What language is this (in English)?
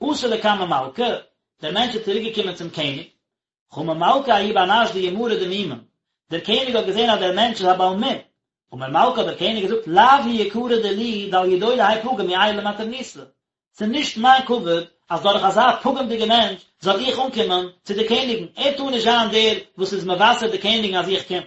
Yiddish